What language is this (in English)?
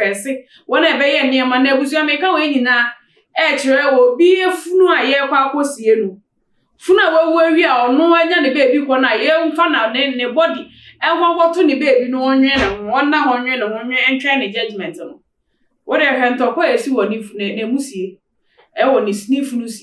Akan